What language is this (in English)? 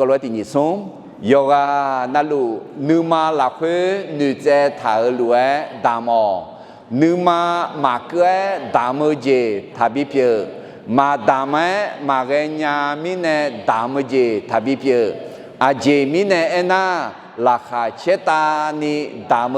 Akha